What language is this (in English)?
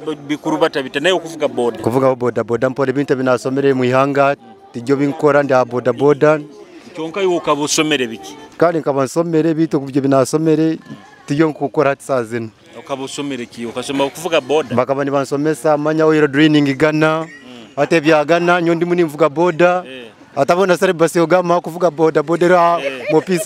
Nyoro